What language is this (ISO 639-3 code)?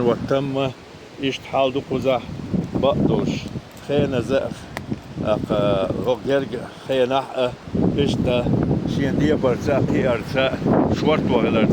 che